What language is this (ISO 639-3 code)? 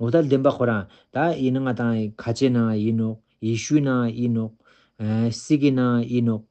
lbj